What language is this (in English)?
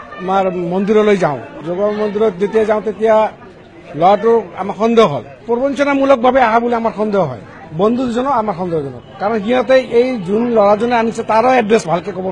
Assamese